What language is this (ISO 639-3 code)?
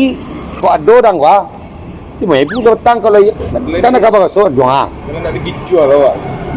min